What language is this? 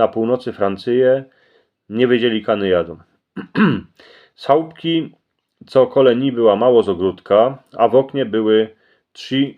Silesian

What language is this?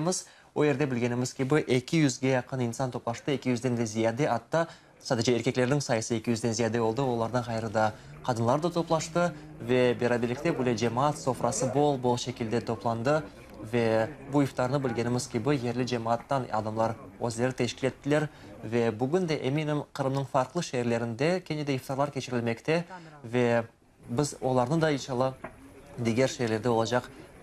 Crimean Tatar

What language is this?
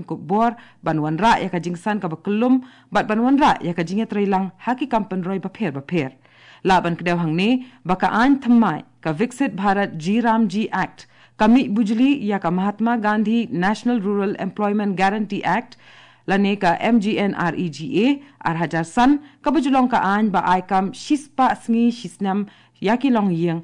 Khasi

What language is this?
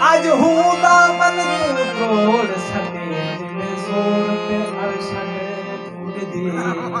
Saraiki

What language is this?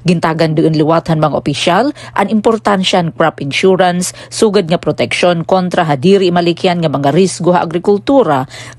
Waray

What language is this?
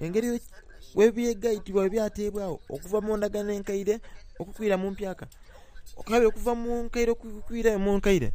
Soga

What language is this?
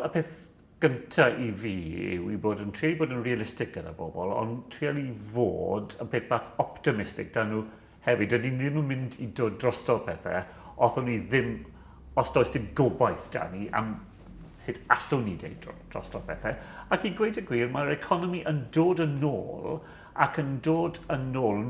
Welsh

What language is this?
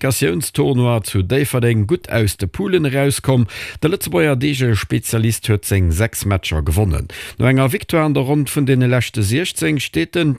Luxembourgish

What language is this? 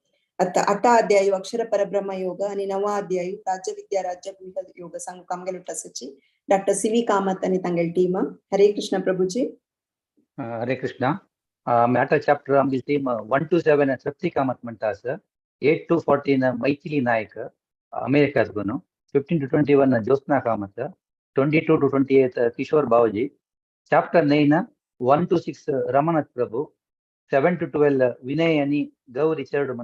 Konkani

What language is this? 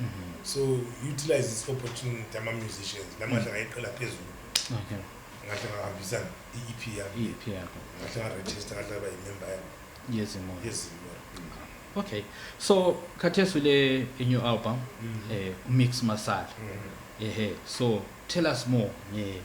Zulu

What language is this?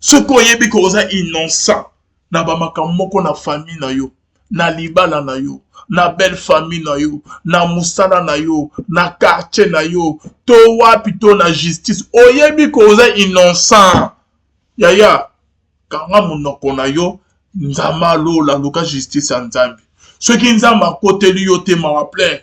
Lingala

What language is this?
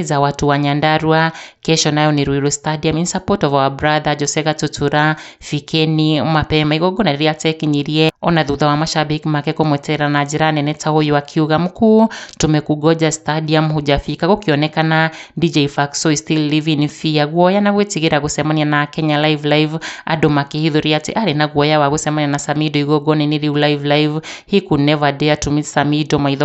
Kikuyu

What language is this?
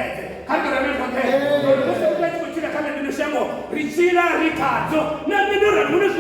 Venda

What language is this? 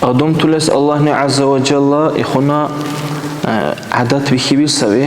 Dargwa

